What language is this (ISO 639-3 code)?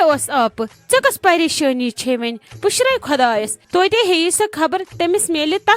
kas